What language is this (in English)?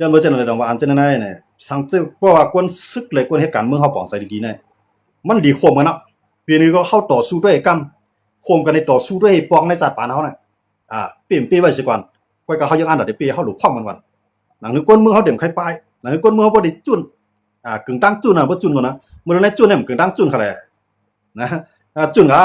Shan